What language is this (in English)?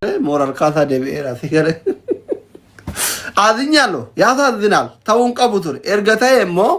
Oromo